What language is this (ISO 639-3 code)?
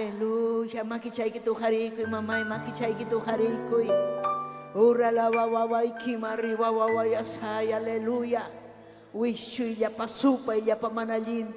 quy